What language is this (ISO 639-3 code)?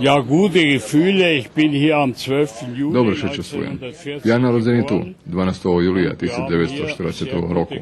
rue